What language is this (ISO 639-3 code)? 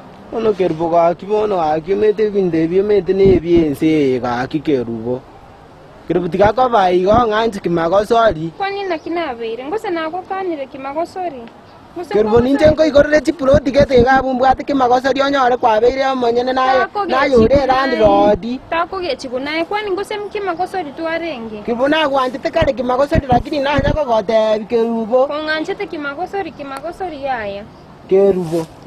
guz